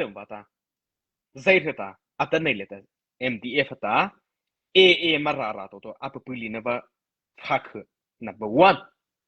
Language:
Mara Chin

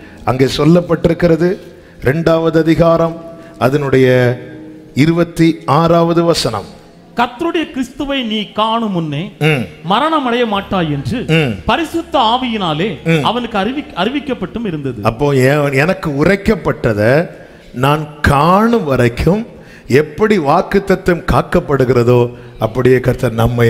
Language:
Tamil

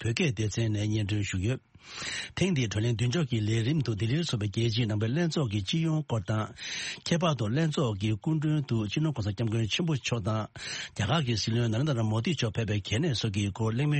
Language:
Tibetan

